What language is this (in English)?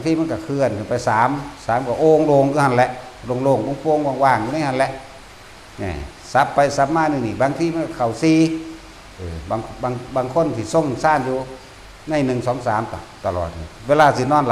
Northeastern Thai